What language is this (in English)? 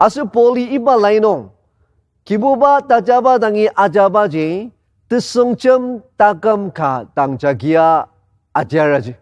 Ao Naga